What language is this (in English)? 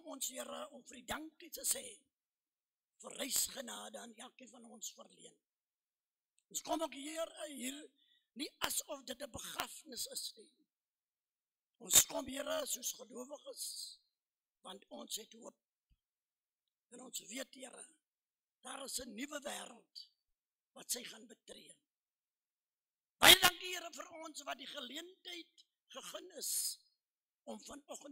Afrikaans